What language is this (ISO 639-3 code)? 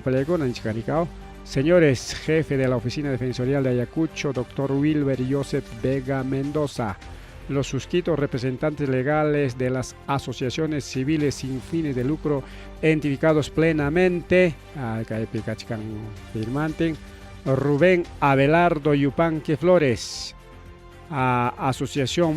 quy